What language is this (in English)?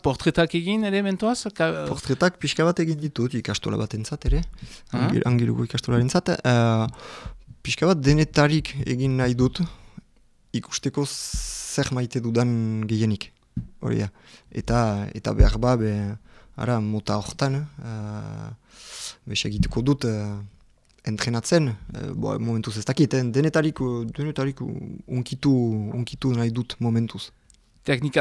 Basque